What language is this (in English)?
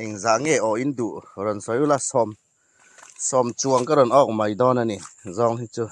Hmar